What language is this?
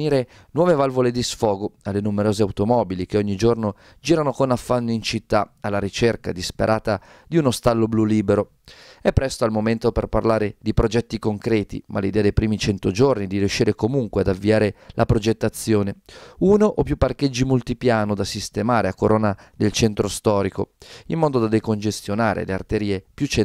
Italian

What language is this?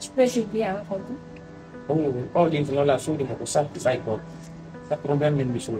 Pular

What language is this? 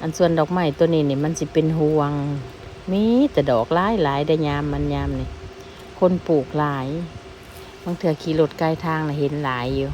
Lao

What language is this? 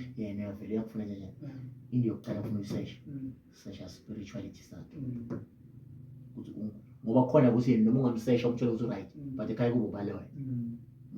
Zulu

